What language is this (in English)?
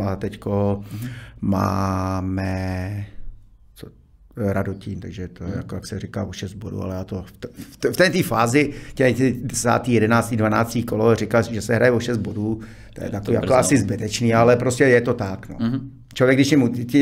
Czech